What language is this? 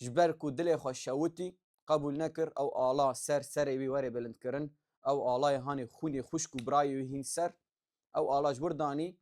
Kurdish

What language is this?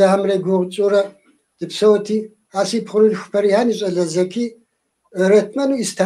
Kabardian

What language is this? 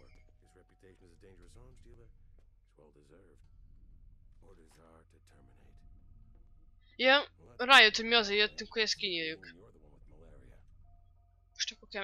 Hungarian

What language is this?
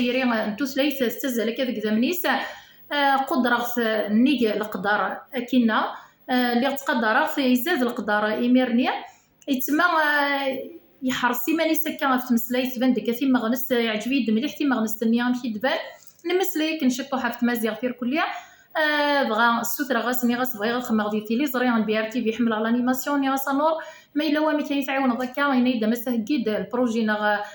Kabyle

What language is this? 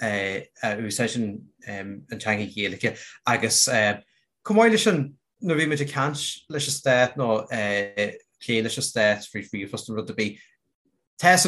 Irish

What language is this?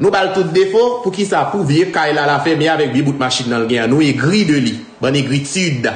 Haitian Creole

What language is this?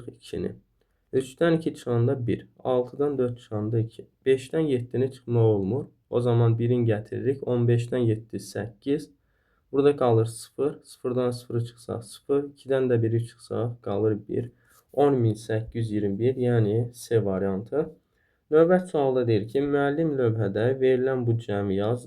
Azerbaijani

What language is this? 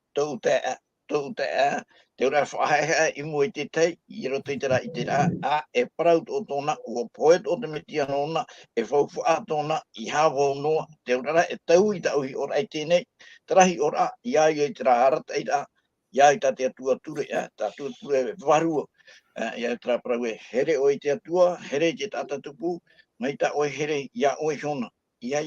Tahitian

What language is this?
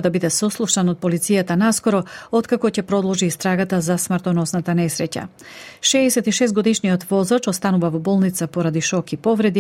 Macedonian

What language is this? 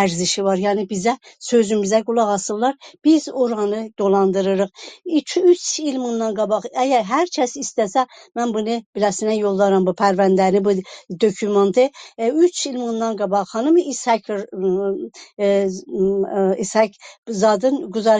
South Azerbaijani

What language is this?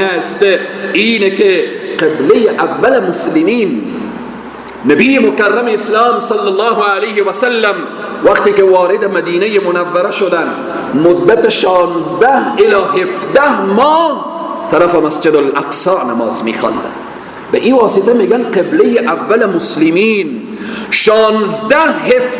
Persian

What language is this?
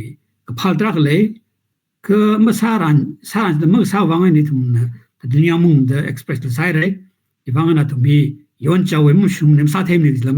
Tangkhul Naga (India)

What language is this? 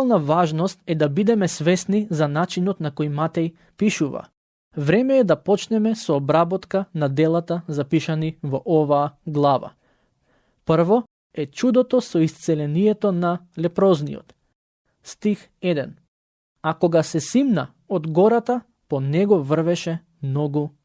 Macedonian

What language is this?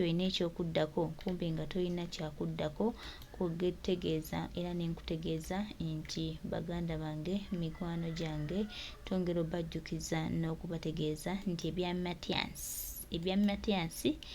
Ganda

